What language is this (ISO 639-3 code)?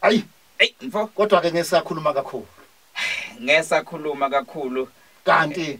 zul